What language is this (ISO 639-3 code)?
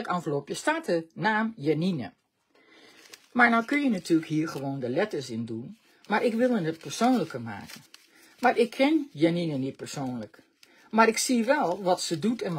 nld